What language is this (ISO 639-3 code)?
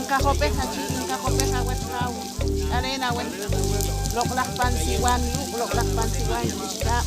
poh